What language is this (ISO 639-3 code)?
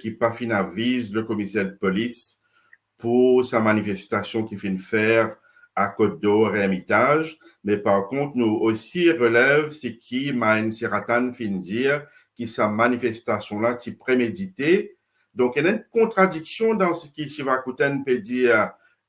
mfe